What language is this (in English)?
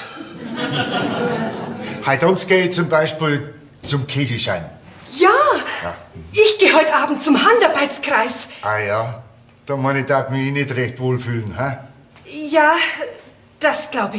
Bavarian